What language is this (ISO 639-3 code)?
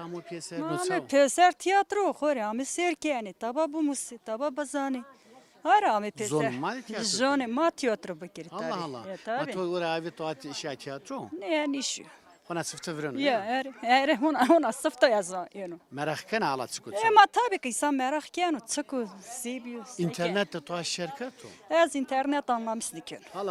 zza